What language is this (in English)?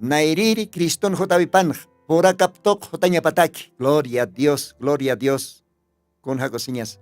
Aymara